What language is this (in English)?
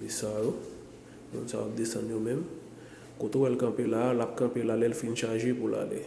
Haitian Creole